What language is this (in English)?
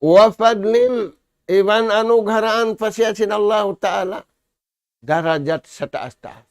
Tausug